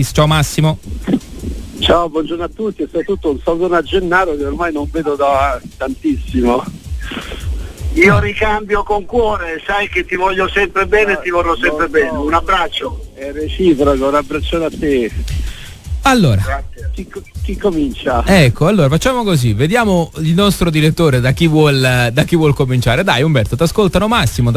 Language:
Italian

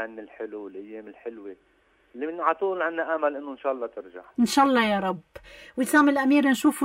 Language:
North Levantine Arabic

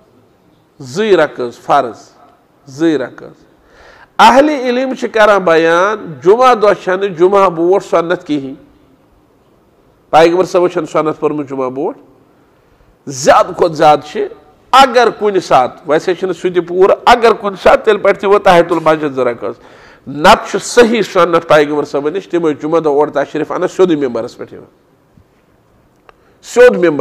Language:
Kashmiri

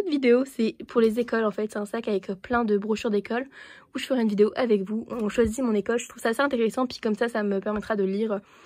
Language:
French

